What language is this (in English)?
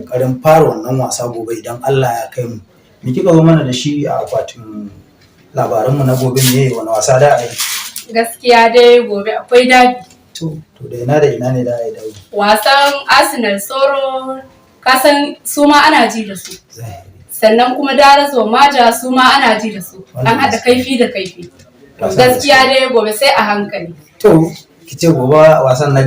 Hausa